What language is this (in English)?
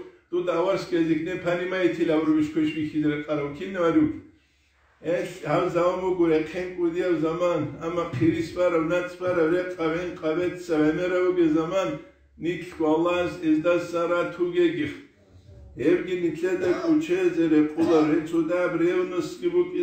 Avaric